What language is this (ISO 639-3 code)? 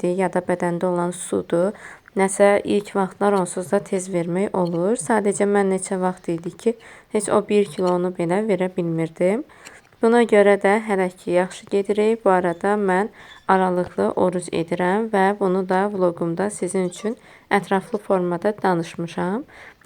aze